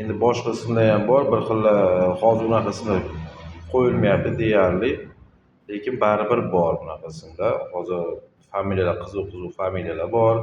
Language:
Uzbek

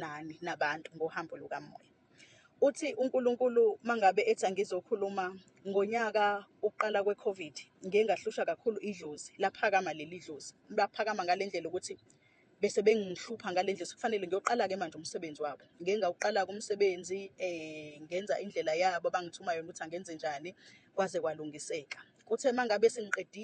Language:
Zulu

